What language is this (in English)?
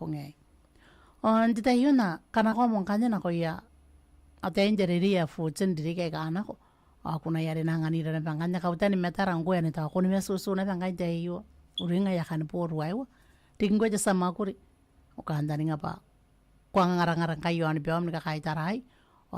Gilbertese